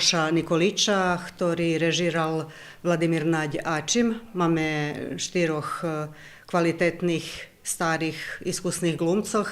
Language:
Rusyn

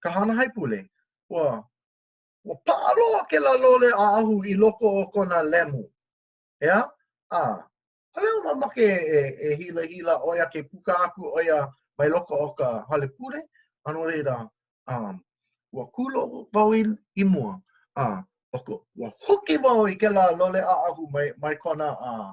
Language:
Hawaiian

